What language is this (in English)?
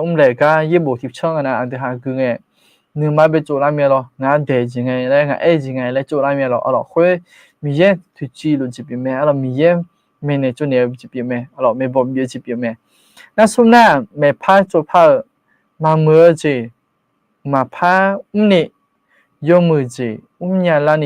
Akha